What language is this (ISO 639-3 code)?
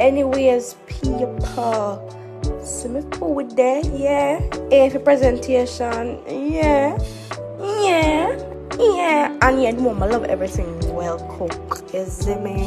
jam